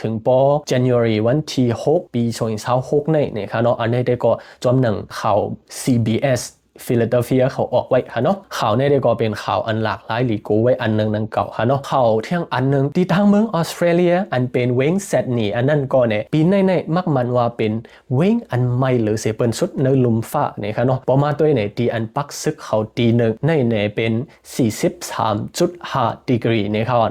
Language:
Shan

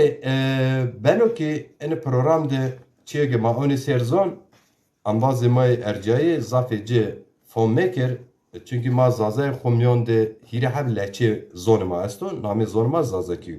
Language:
Zaza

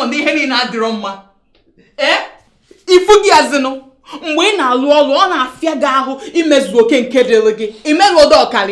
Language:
Igbo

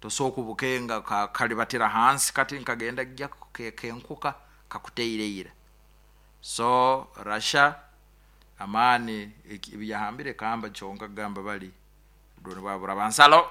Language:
Nyoro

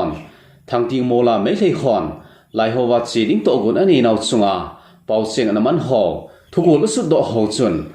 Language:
Thado Chin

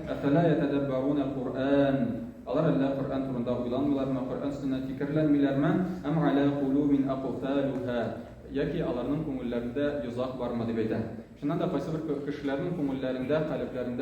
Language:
Tatar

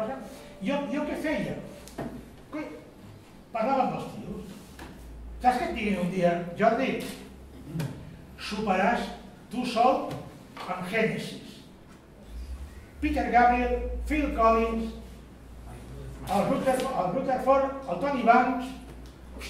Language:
Catalan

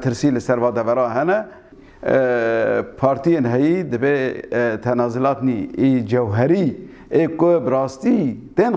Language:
Kurdish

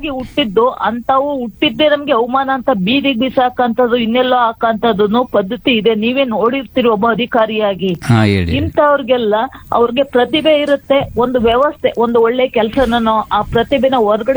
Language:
Kannada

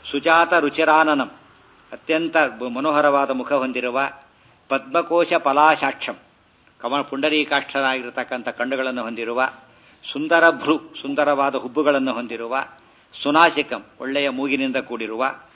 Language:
Kannada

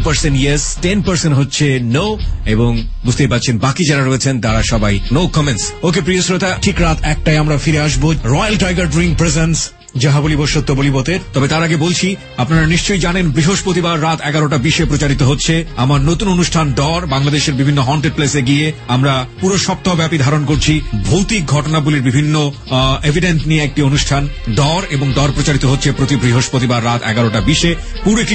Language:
Bangla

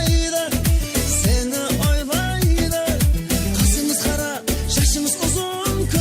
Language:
Kara-Kalpak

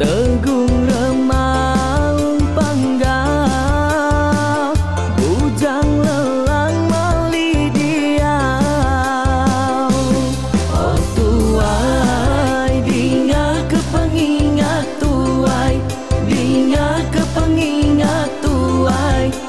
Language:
Iban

